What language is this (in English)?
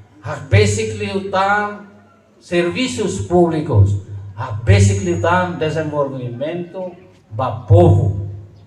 Tetum